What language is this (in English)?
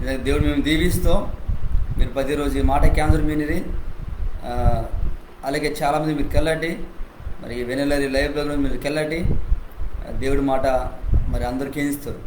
Koya